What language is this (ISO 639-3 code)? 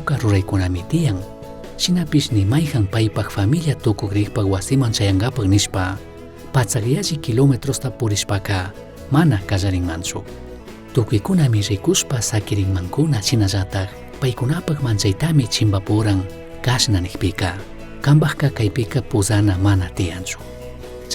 qug